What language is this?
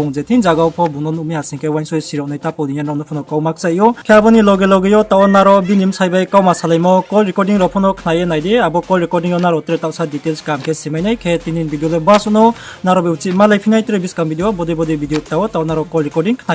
Riang (India)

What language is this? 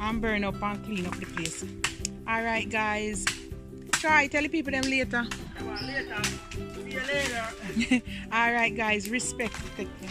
Jamaican Creole English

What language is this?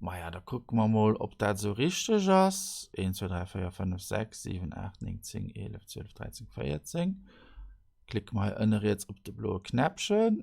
Luxembourgish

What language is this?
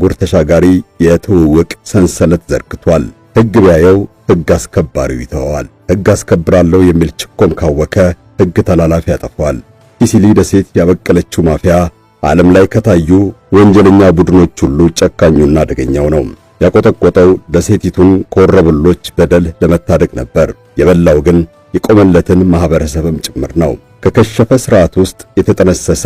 Amharic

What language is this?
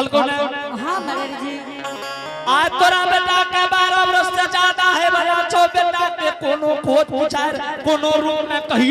Angika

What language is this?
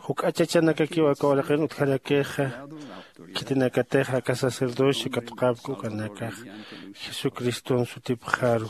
Aymara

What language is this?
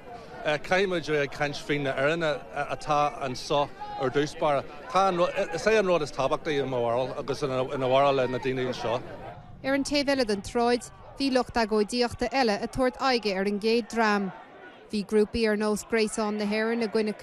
Irish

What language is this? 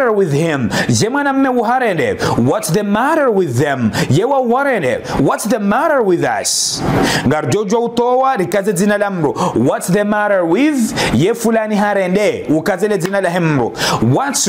Ngazidja Comorian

